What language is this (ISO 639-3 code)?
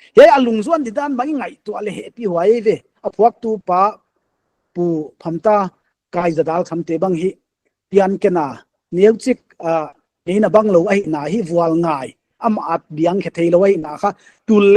pck